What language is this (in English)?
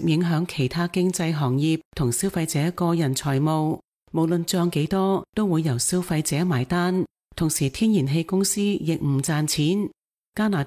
Cantonese